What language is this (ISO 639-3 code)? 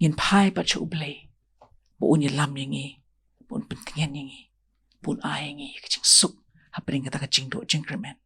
kha